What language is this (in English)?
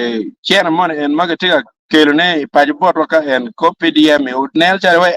Acoli